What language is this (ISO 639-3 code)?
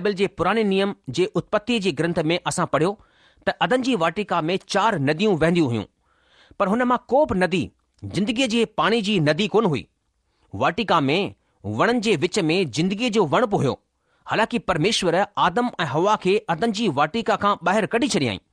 snd